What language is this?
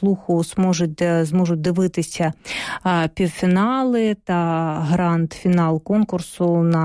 Ukrainian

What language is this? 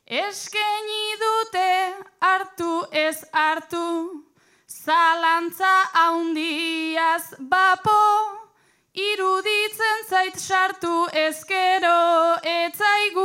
Basque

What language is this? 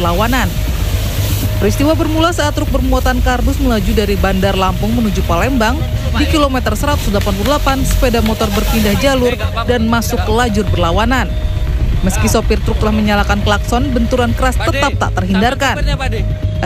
Indonesian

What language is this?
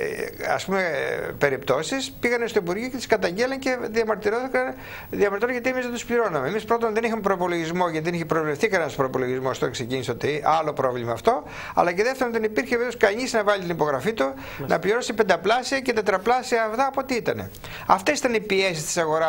Greek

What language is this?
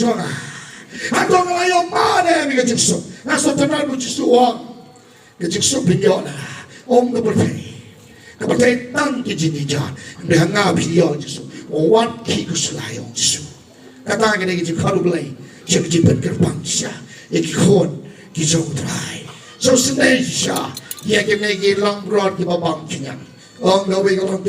Khasi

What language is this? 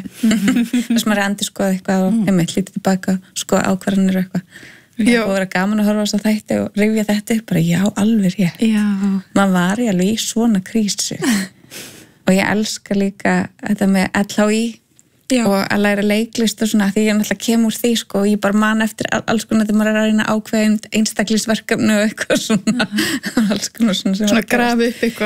Icelandic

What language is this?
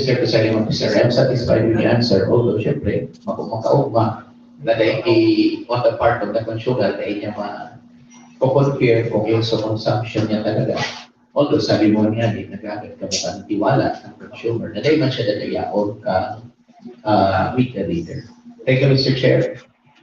Bikol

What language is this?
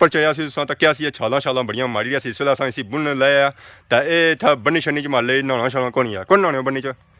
Pahari-Potwari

